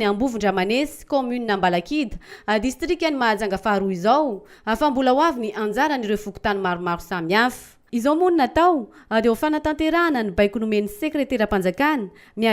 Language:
Malagasy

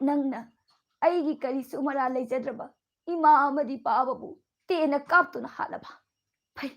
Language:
Manipuri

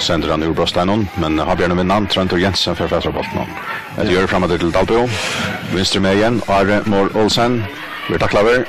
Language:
Faroese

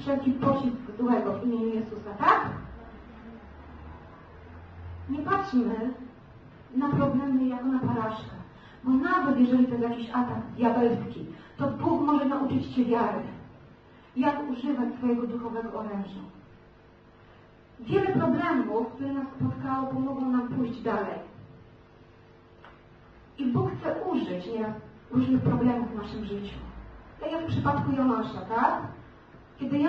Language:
Polish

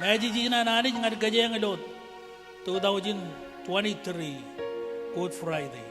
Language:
Marshallese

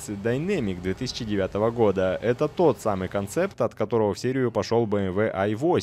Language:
Russian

